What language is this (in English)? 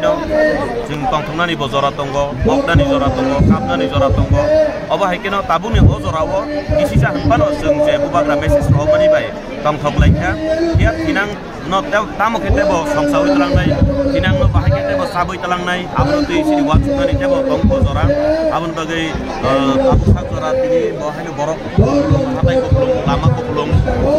Kok Borok